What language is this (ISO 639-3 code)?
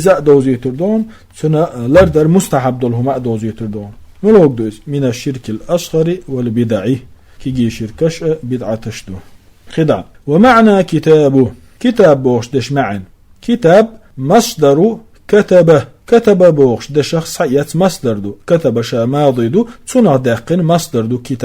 che